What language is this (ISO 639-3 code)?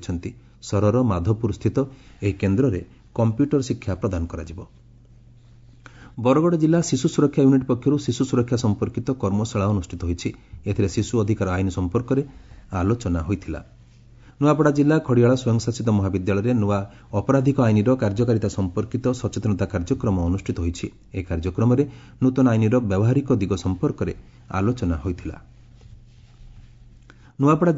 ori